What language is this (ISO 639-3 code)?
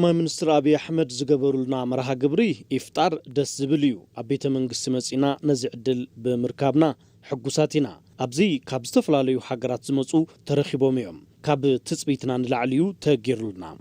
tir